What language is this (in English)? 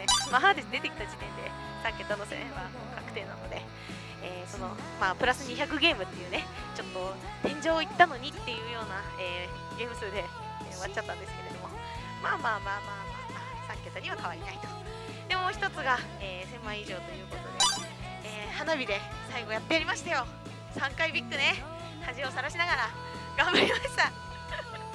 Japanese